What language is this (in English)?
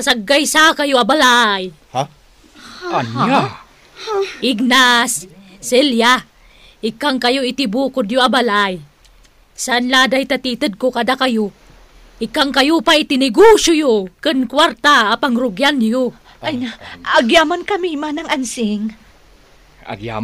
Iloko